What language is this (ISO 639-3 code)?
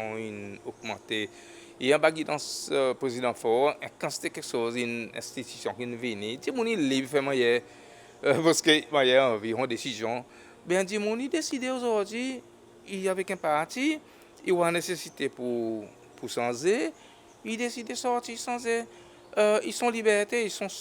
crs